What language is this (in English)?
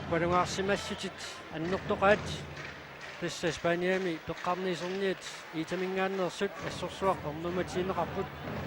Kalaallisut